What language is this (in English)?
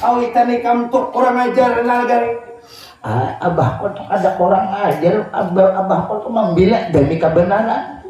Banjar